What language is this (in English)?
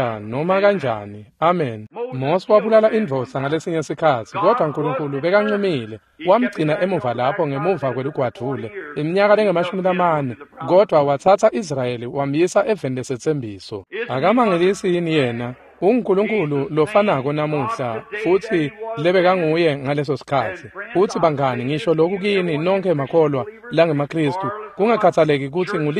Swati